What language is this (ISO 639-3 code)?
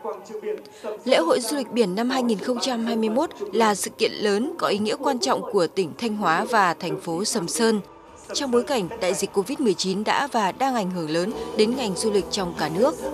vie